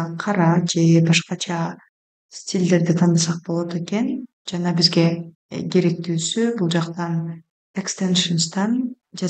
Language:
Kyrgyz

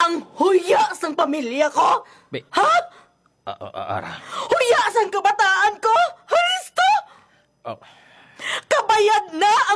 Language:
Hiligaynon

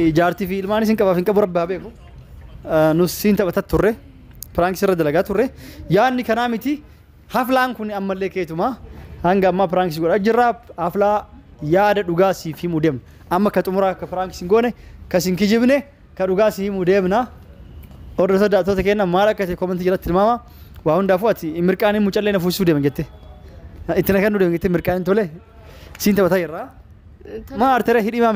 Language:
Oromo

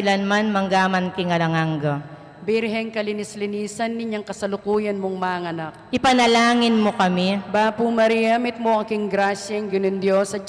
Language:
Pampanga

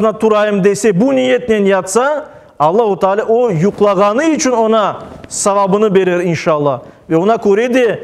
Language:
Crimean Tatar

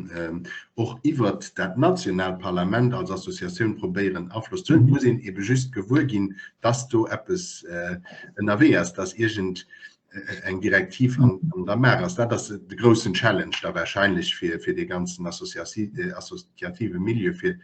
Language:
Luxembourgish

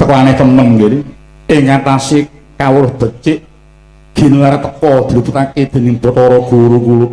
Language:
Javanese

